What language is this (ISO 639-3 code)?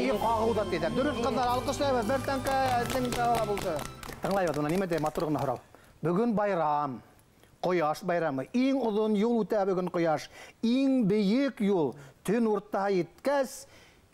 bak